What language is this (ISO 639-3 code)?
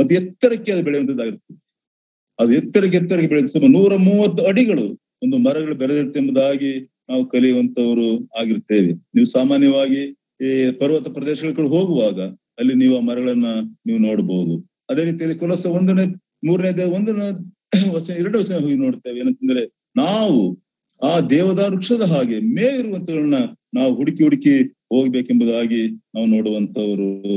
kan